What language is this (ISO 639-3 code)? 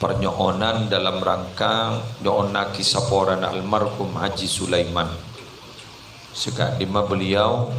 mad